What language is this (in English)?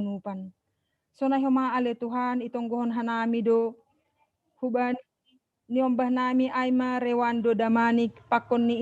Batak Simalungun